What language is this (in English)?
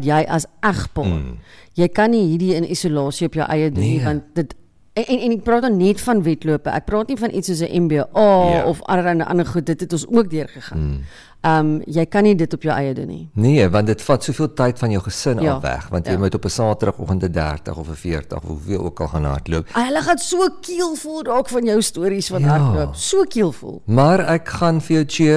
Afrikaans